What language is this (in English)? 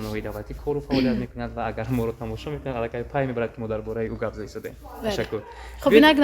Tajik